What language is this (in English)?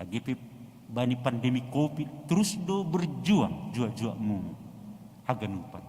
Batak Simalungun